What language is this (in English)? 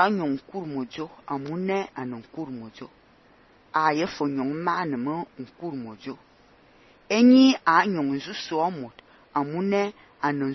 Fang